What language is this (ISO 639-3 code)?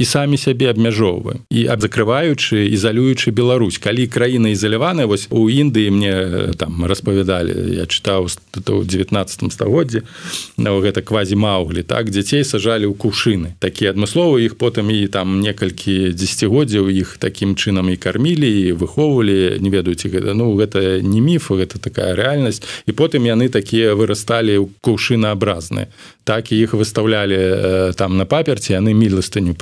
bel